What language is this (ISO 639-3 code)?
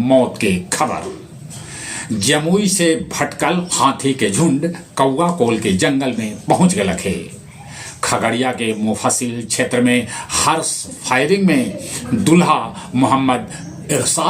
mag